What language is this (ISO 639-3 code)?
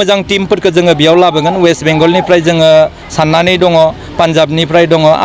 brx